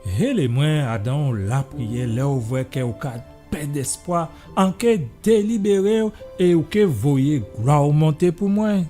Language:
Guadeloupean Creole French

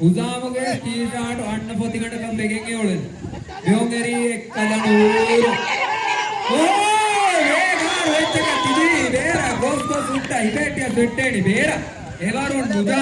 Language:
Divehi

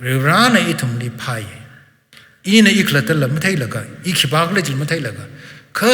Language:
Tangkhul Naga (India)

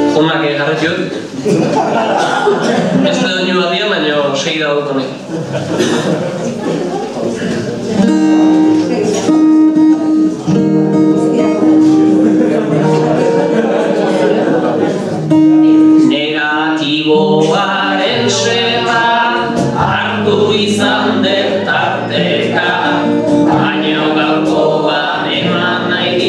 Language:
Basque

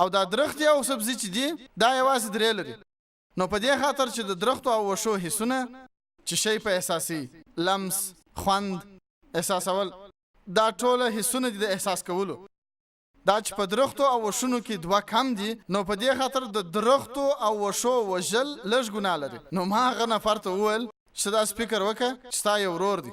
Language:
Pashto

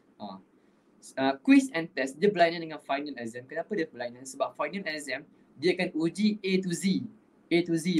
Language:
Malay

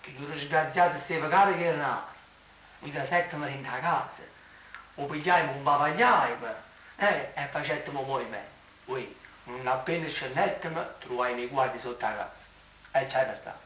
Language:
Neapolitan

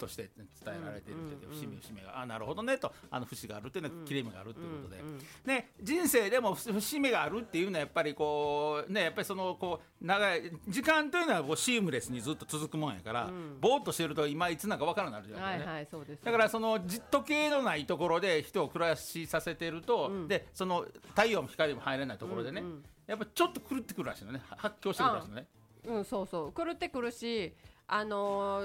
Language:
Japanese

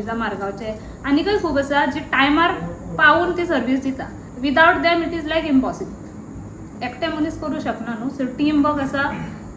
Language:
Konkani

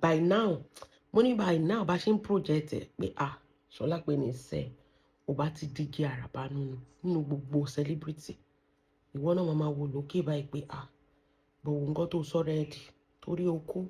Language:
Yoruba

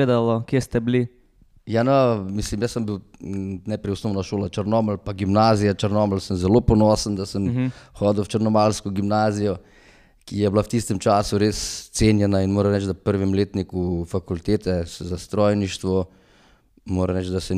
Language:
Slovenian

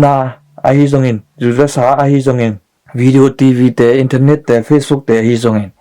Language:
Tedim Chin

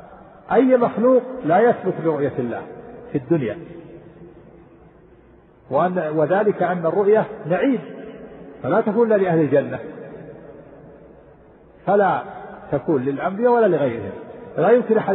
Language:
Arabic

